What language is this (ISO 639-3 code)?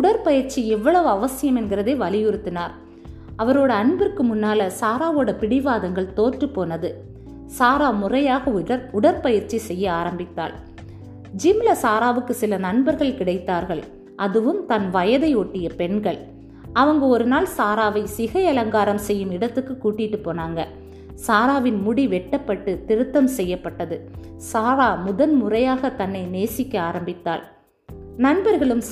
tam